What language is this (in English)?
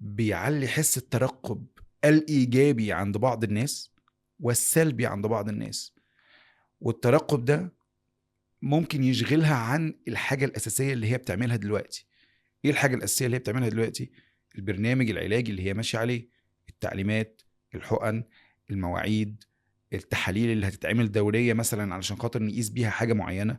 Egyptian Arabic